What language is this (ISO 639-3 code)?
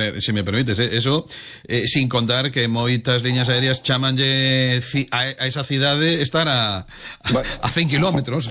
glg